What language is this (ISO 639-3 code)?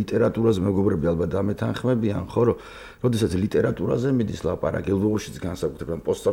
kat